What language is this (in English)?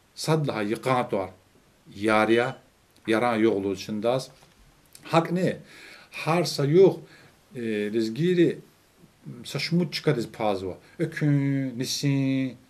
Lezghian